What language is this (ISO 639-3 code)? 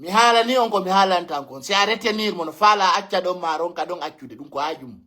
fuf